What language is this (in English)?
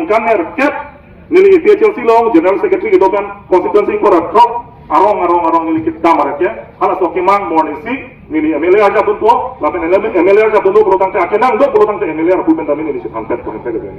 Karbi